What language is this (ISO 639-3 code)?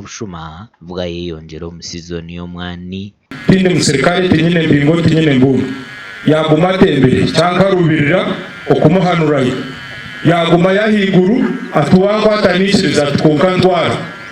nyn